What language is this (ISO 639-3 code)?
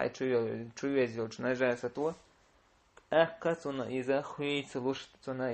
che